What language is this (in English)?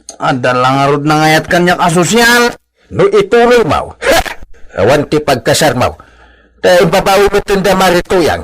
Iloko